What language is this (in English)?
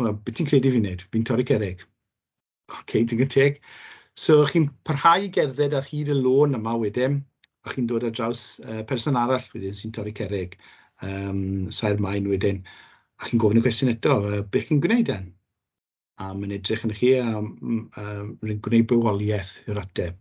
Welsh